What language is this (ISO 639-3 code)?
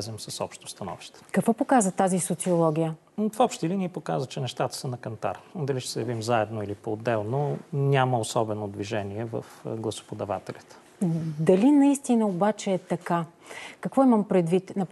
bul